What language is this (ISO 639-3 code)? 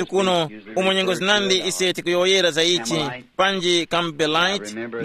tum